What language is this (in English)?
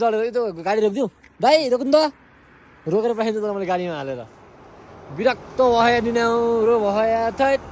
Nepali